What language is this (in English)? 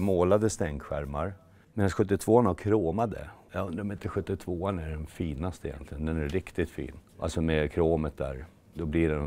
Swedish